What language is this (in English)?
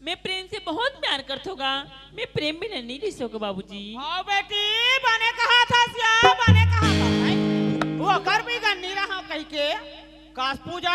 Chhattisgarhi